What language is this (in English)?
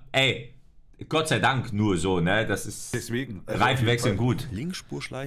German